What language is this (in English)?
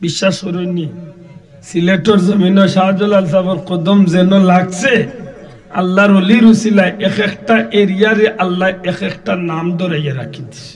Sylheti